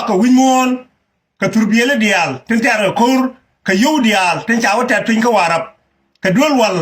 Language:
Nuer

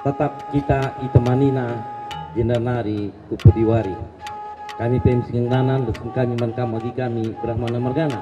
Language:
Batak Karo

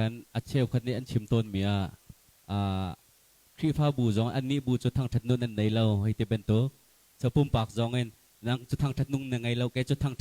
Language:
Hakha Chin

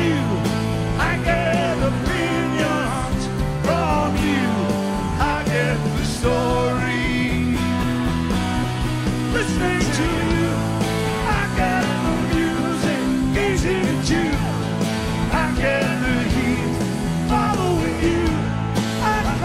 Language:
English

